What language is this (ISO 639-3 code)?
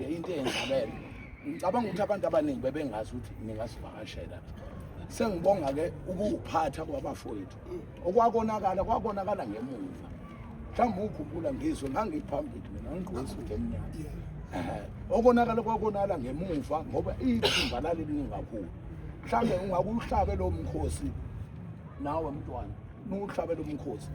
zul